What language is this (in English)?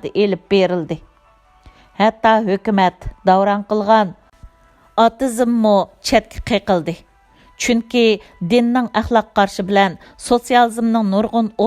Uyghur